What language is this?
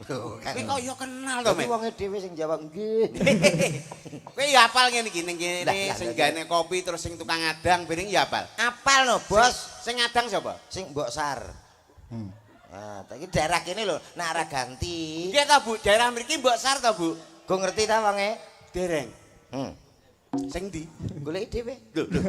Javanese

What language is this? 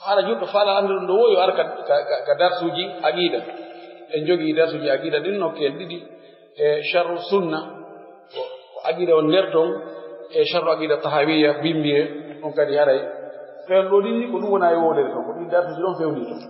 Pular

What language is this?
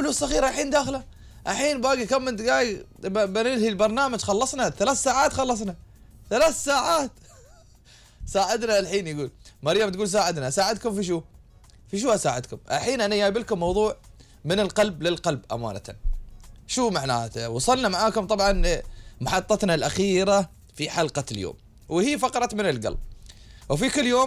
Gulf Arabic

